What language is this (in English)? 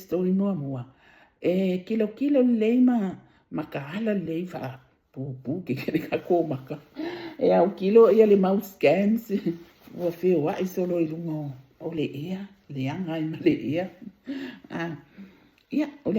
Samoan